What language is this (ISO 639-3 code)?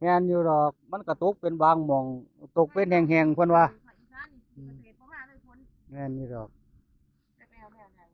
tts